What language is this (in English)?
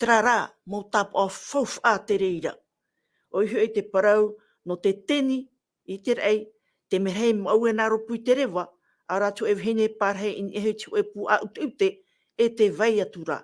Tahitian